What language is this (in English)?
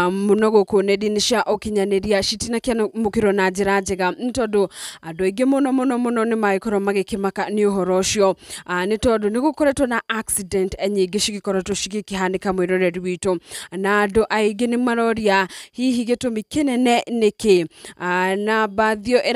Kikuyu